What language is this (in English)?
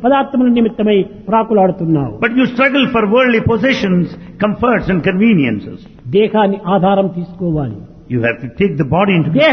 Telugu